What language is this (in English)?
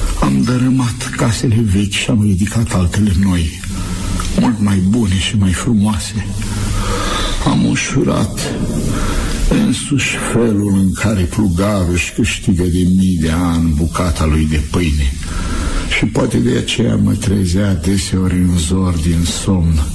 Romanian